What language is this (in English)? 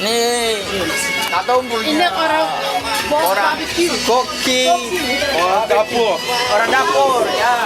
Ambonese Malay